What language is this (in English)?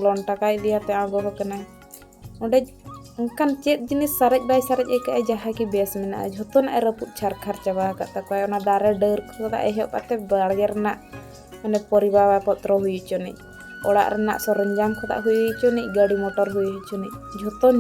Santali